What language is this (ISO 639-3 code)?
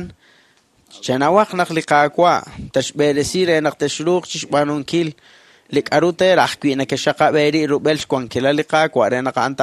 kek